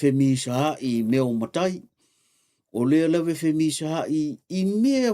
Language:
Samoan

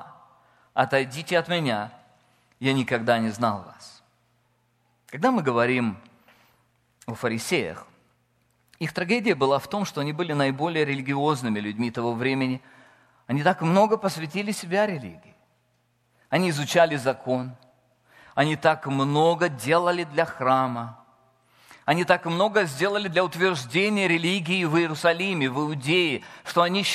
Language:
Russian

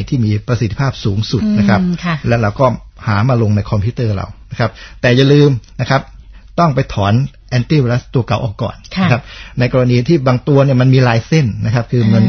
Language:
Thai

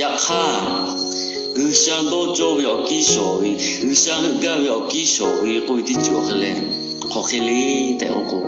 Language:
Lahu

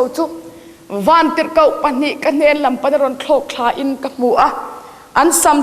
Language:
Hakha Chin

